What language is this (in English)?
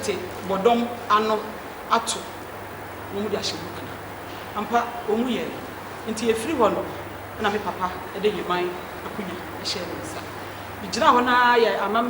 Akan